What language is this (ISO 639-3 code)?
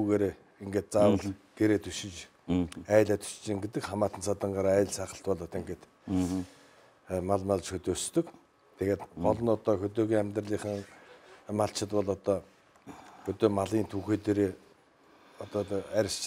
mon